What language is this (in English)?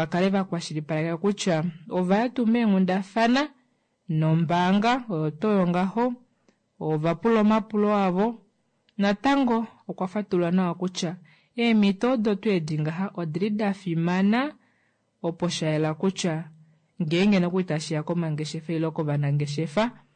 Kuanyama